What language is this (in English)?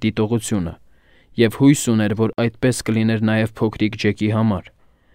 Armenian